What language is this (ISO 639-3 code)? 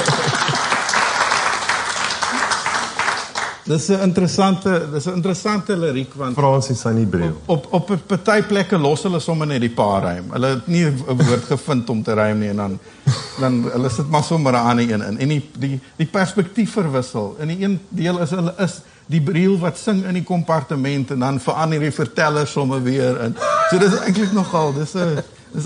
afr